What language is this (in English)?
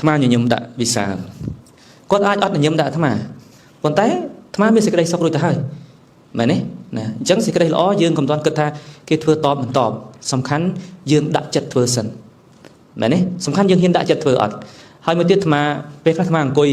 Khmer